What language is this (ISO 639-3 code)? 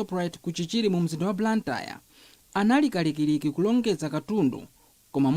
nya